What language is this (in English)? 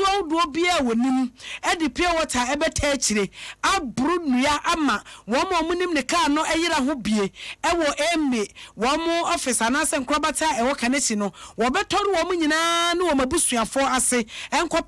Akan